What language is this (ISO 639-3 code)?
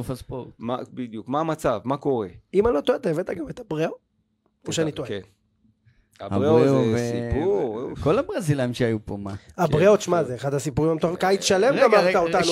heb